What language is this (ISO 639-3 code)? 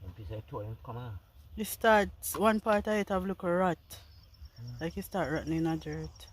jam